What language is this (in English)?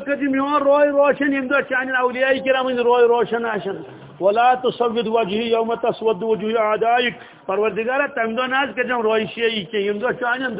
Kashmiri